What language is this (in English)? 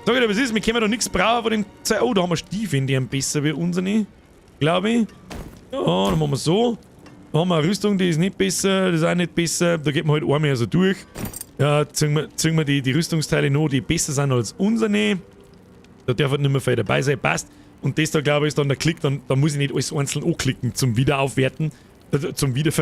Bavarian